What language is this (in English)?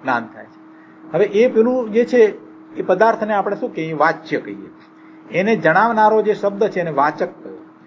Gujarati